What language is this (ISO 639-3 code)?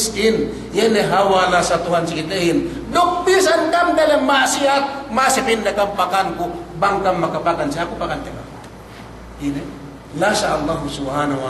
yka